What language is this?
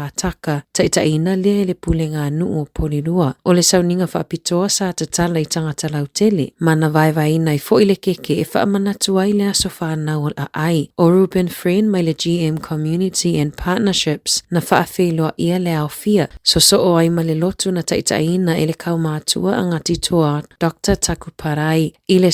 Samoan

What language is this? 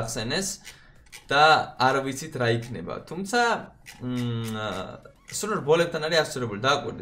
Georgian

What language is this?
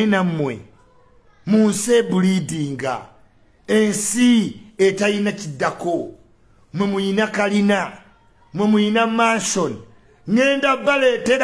Ganda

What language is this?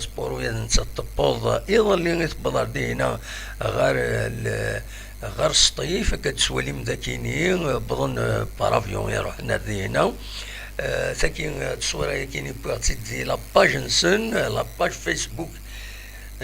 Kabyle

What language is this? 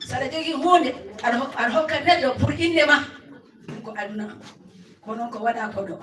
Fula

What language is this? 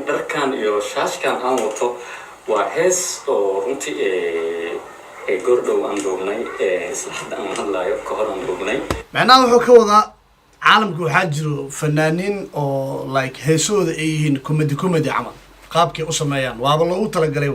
Somali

